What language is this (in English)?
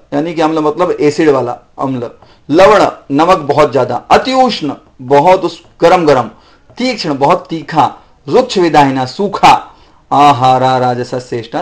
Hindi